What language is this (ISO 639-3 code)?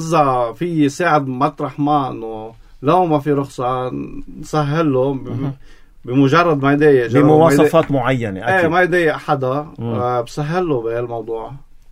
apc